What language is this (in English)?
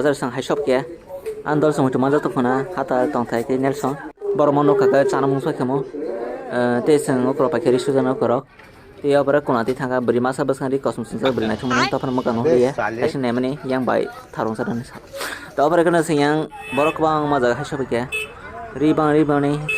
Kok Borok